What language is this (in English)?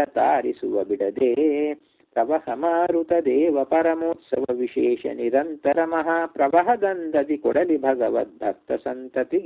Kannada